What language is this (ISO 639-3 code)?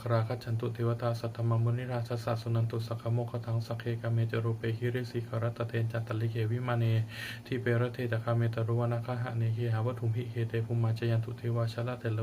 pli